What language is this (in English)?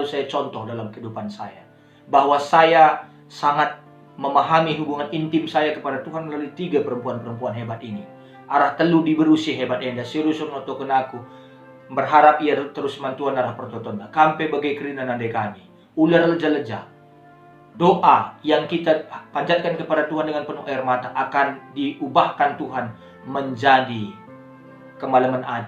Batak Karo